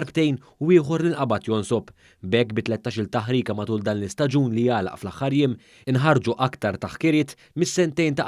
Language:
Maltese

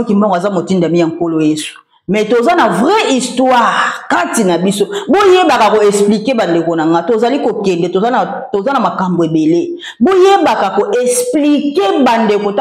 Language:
Lingala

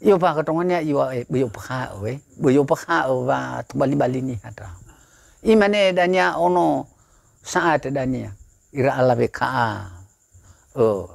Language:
Nias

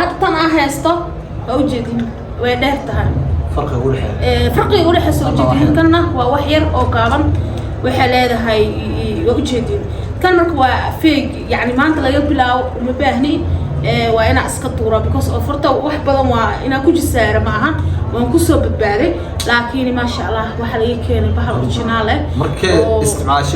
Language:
Somali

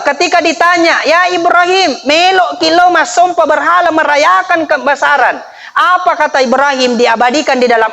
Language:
Buginese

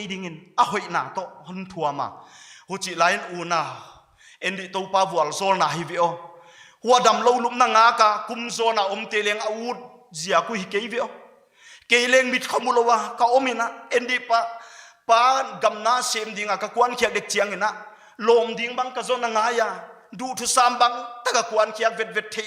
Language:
Paite Chin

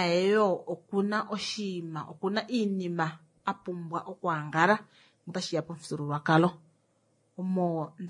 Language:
Kuanyama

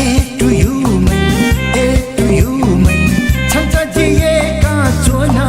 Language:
Newari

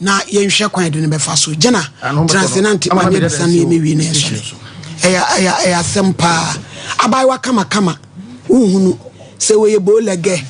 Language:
Akan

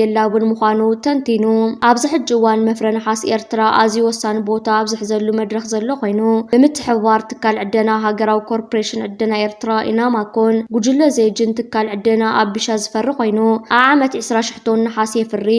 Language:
Tigrinya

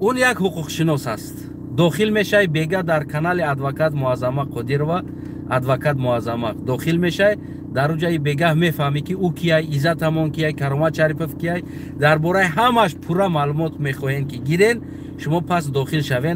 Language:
Tajik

